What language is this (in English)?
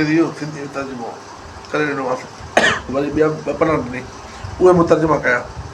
Sindhi